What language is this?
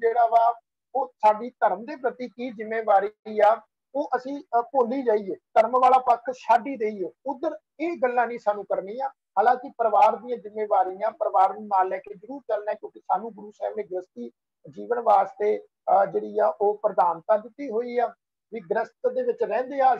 Punjabi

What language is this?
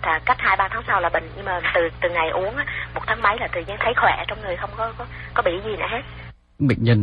Vietnamese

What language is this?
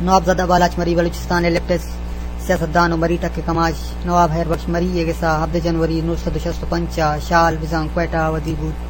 Eastern Balochi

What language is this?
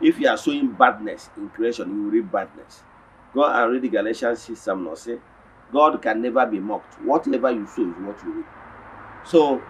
Igbo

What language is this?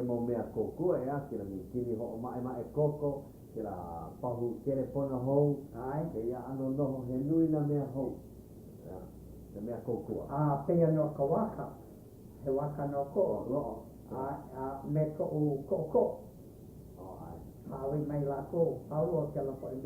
Hawaiian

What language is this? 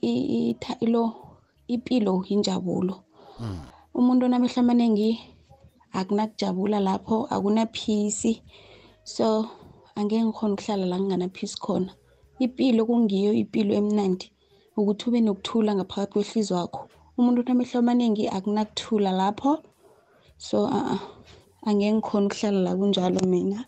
South Ndebele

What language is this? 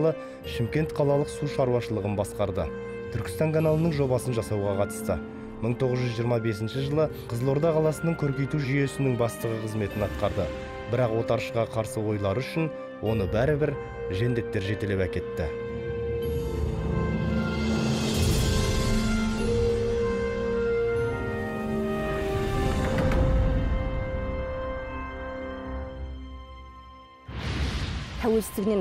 Kazakh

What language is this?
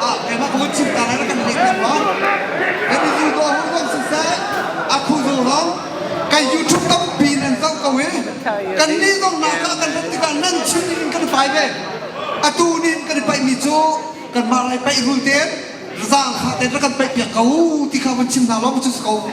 Hakha Chin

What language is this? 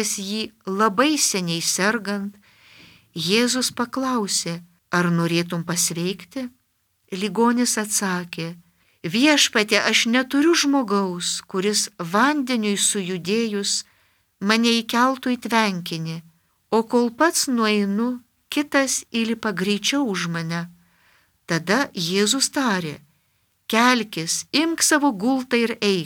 Lithuanian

